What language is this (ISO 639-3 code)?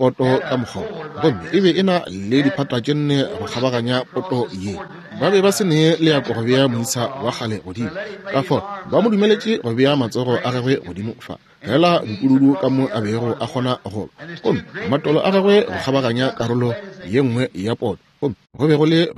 nso